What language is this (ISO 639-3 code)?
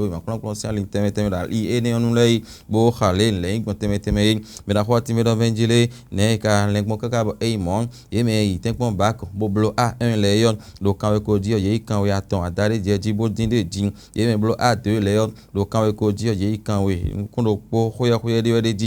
fon